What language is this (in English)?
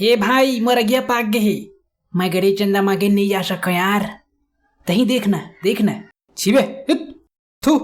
Chhattisgarhi